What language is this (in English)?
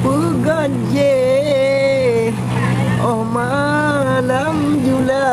Achinese